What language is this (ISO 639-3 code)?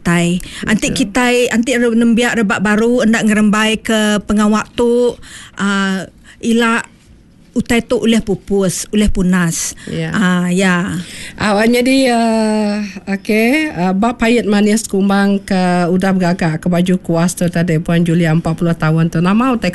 iba